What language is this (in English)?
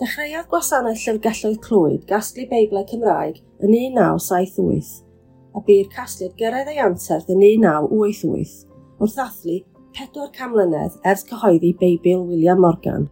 Welsh